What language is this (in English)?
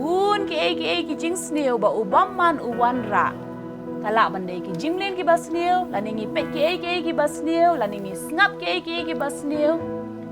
Khasi